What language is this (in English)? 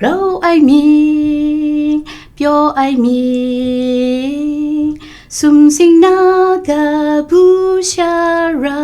Kachin